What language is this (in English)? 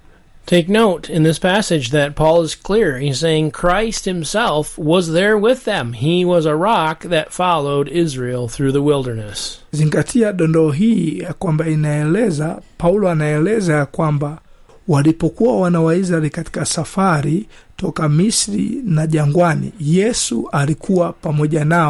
Swahili